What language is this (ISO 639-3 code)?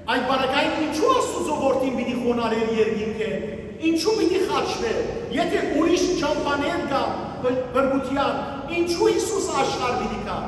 hyw